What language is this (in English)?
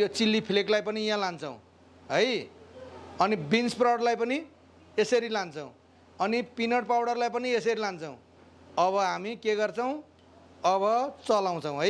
Nepali